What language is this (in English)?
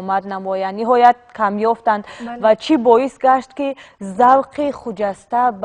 Tajik